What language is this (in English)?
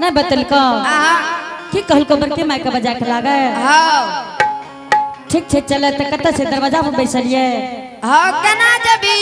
Angika